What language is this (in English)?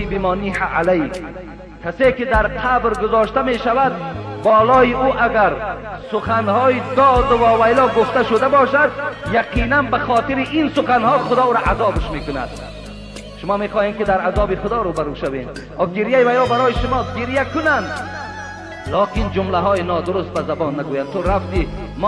Tajik